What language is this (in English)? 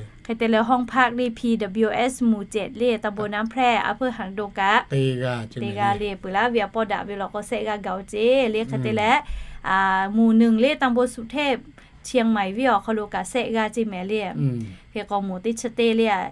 Lahu